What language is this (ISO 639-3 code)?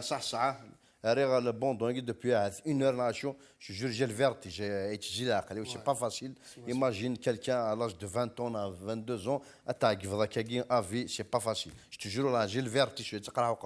kab